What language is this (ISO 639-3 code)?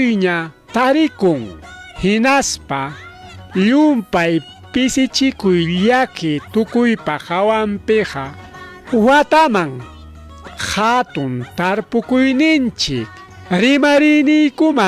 quy